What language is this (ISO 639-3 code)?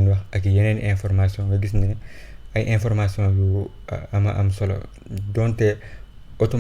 wol